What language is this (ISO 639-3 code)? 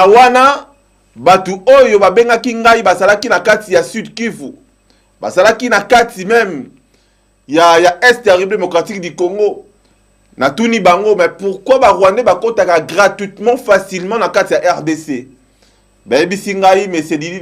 lin